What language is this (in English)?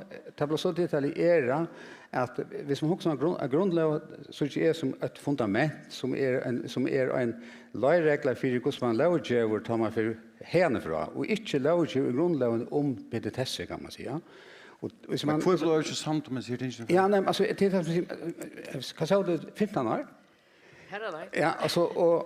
Faroese